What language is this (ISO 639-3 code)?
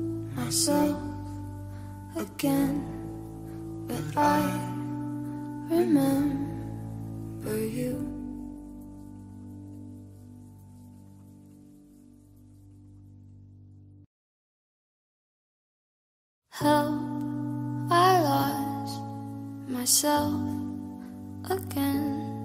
eng